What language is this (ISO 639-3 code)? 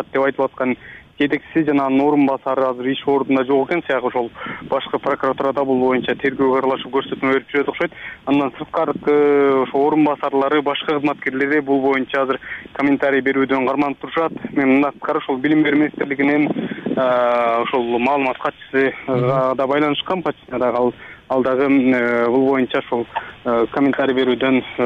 kir